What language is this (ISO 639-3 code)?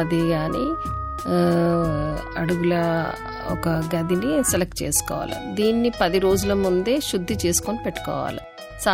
tel